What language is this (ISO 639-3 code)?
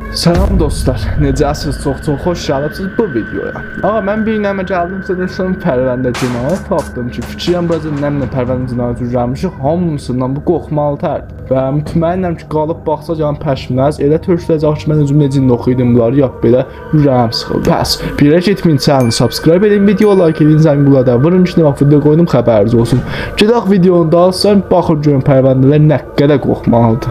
azb